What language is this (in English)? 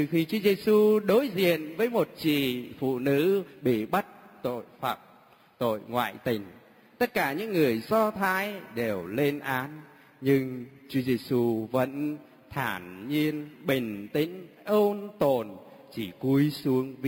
Vietnamese